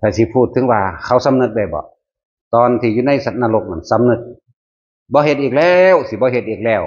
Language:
Northeastern Thai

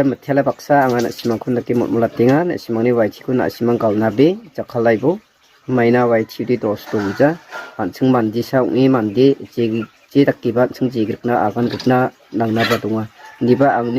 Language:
Garo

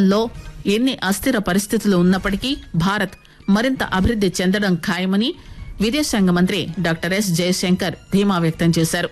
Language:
Telugu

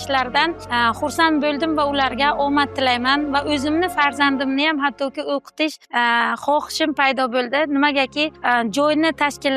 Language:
Uzbek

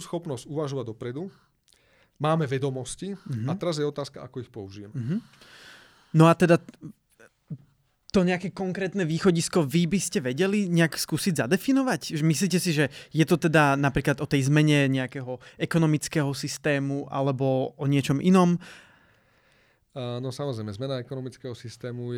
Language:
Slovak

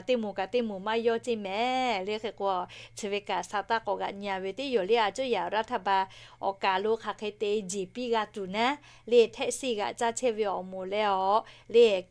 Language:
Lahu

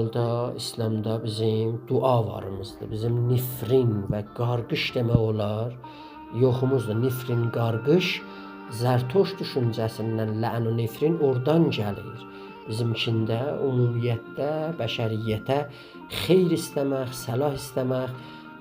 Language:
South Azerbaijani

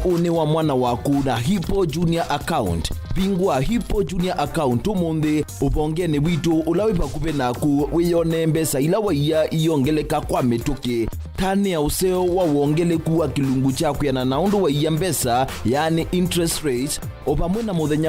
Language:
Kamba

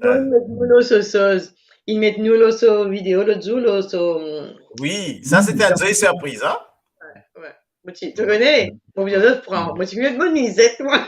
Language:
Morisyen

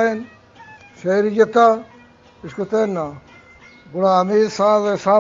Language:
Eastern Balochi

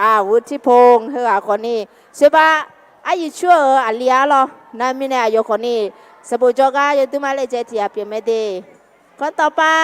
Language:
Akha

